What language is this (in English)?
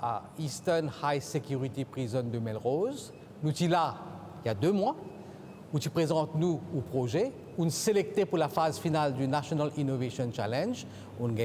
Morisyen